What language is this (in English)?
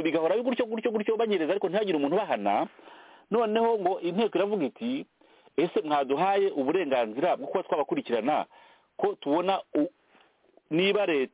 Kinyarwanda